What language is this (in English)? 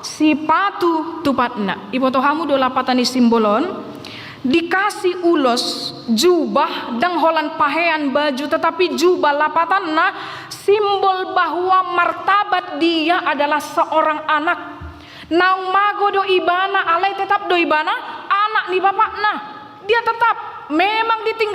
Batak Toba